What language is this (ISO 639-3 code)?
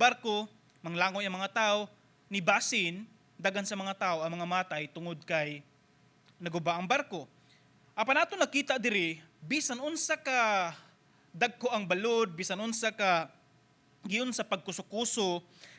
ceb